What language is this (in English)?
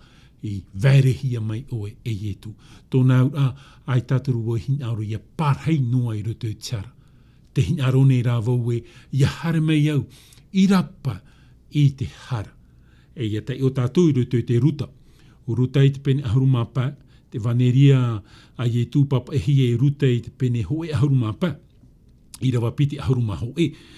Tahitian